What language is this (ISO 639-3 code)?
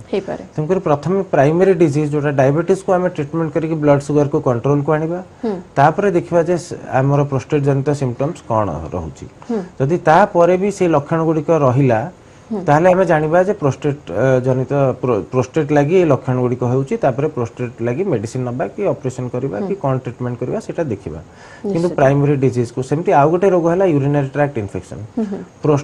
ori